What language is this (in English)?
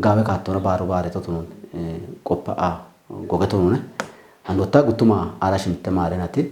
Kafa